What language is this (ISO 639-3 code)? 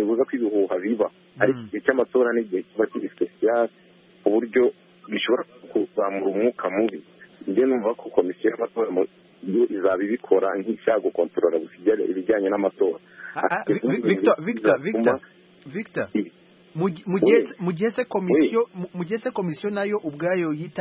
kin